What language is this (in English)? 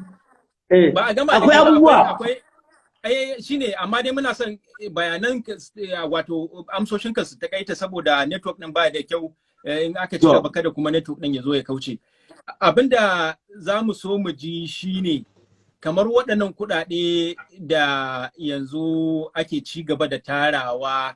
Hausa